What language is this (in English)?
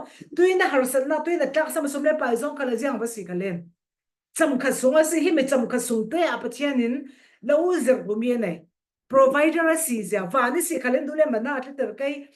Falam Chin